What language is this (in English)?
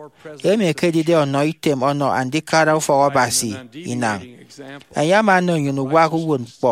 Efik